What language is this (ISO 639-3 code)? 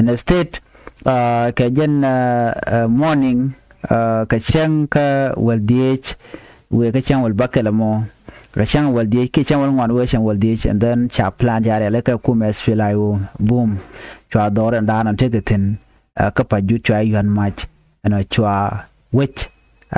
nus